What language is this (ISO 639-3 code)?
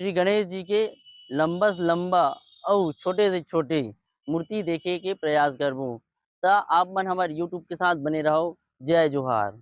hne